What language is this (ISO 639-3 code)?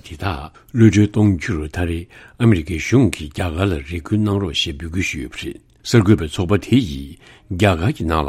bod